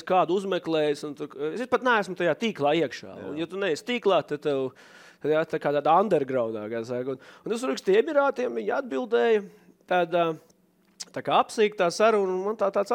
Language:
Latvian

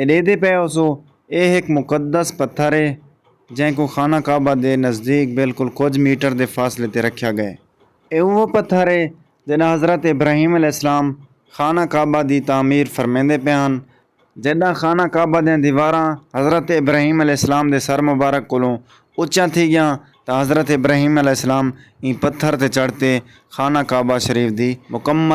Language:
Saraiki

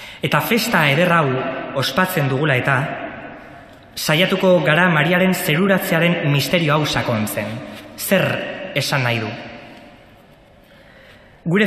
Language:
Basque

